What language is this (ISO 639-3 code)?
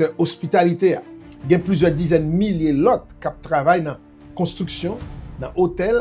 hat